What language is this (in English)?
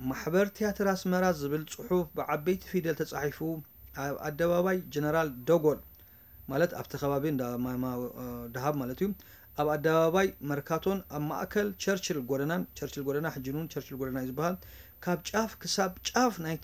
Tigrinya